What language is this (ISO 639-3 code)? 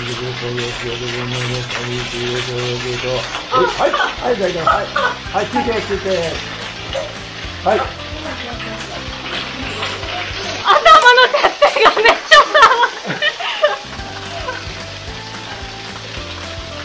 jpn